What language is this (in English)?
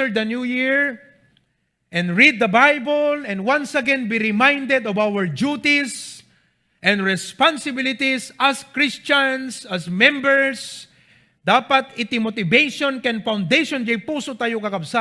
Iloko